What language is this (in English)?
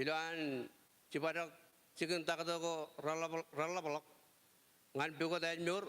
Marshallese